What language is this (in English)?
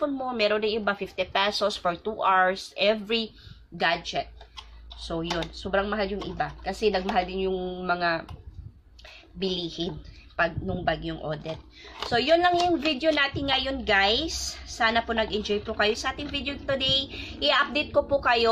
Filipino